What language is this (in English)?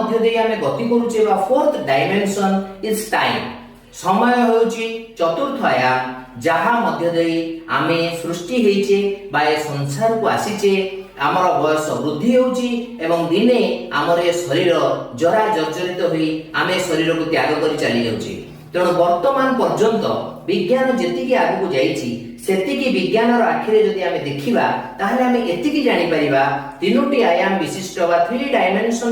Odia